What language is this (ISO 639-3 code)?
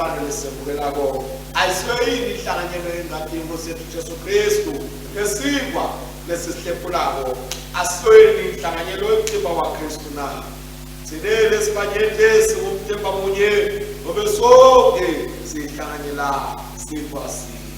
ssw